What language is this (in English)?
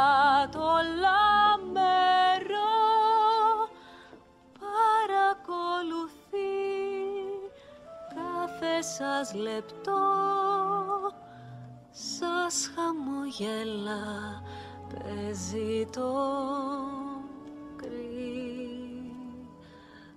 Greek